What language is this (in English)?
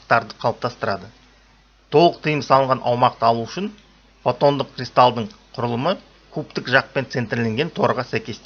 Kazakh